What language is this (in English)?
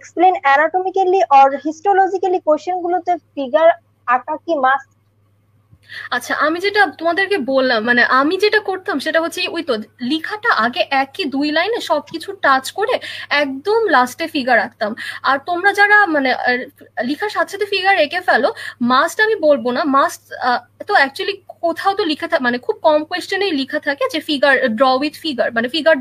Bangla